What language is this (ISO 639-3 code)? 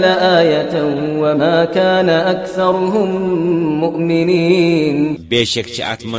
kas